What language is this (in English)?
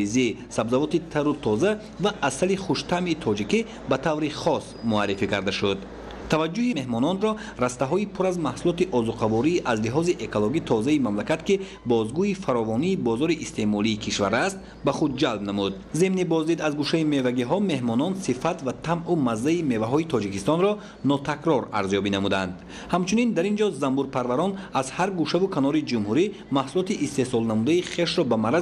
Tajik